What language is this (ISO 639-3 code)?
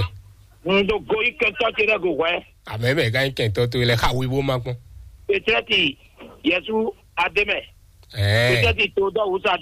fon